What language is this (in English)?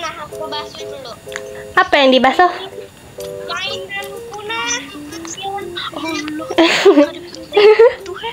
Banjar